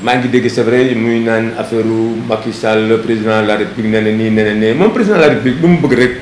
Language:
Wolof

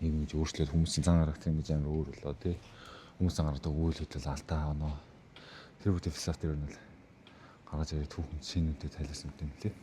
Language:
Mongolian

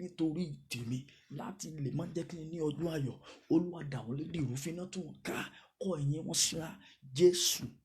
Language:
Yoruba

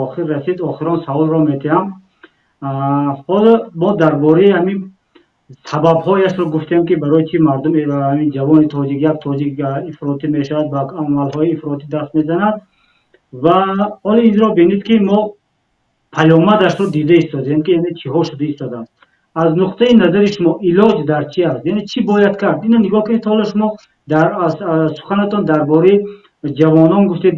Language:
Tajik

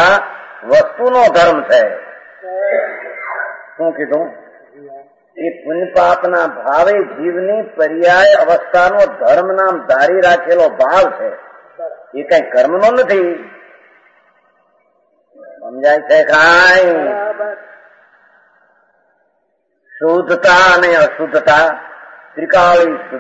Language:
Gujarati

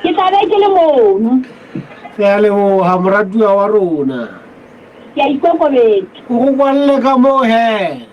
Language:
Southern Sotho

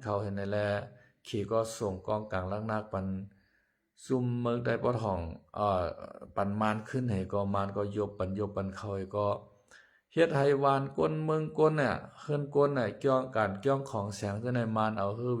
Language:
Shan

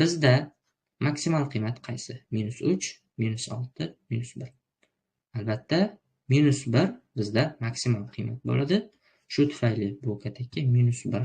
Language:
Uzbek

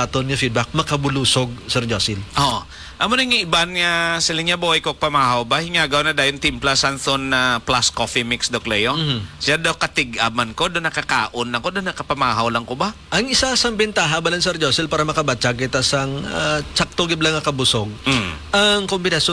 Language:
Hiligaynon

